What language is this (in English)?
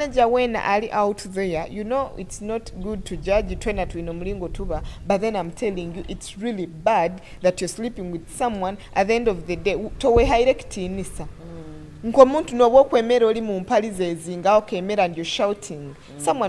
Nyoro